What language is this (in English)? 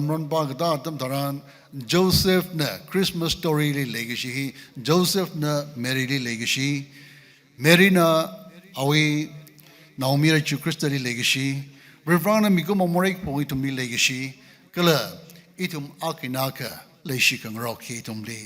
Tangkhul Naga (India)